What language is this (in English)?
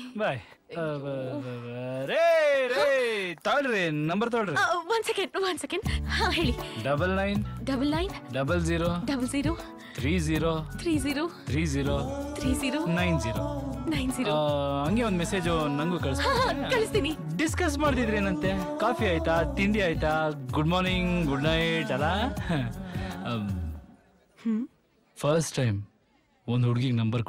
Kannada